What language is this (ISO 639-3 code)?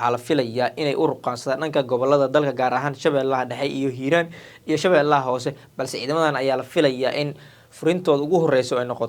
som